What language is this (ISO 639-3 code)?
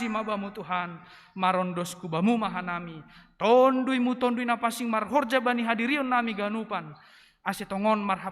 bts